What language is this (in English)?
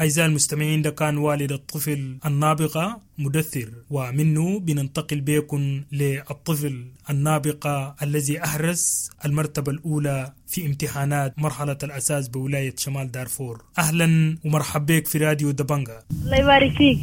Sudanese Arabic